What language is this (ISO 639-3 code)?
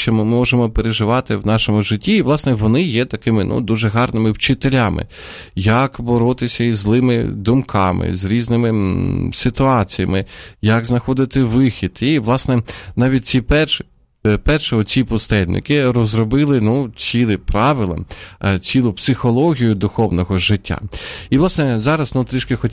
ukr